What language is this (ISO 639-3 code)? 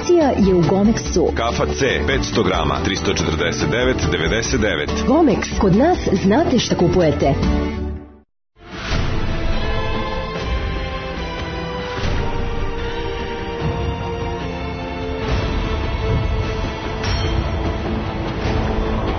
srp